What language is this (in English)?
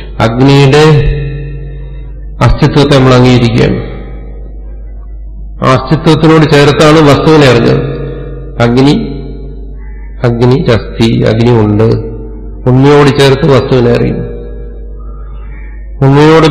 Malayalam